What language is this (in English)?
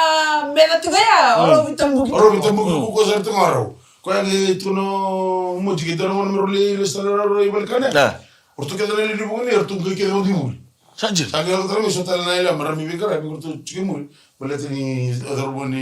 Fijian